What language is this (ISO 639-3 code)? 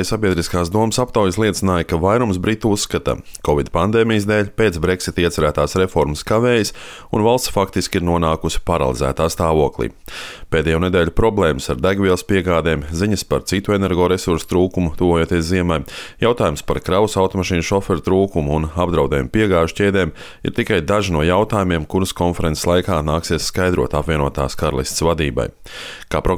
lav